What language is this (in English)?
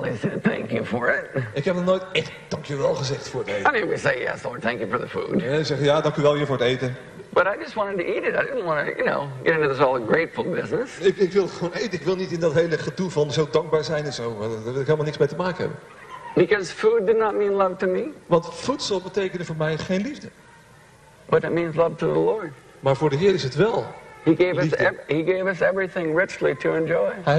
Dutch